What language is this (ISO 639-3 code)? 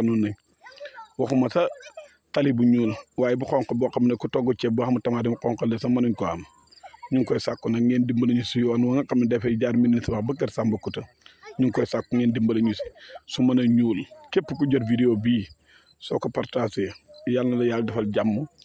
wol